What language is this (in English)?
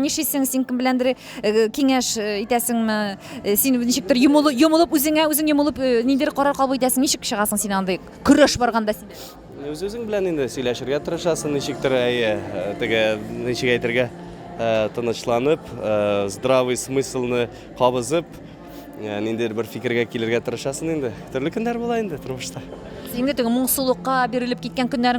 Tatar